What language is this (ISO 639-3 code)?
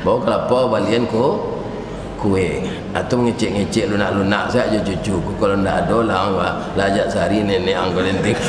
min